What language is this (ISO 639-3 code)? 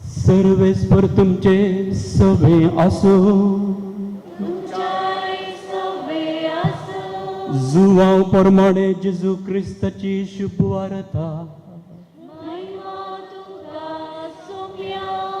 kok